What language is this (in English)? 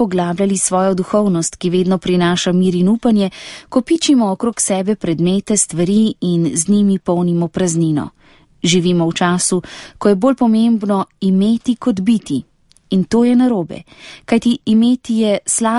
Slovenian